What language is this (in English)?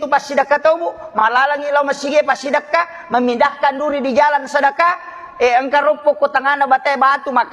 Buginese